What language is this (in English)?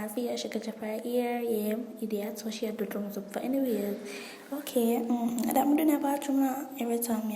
Jamaican Creole English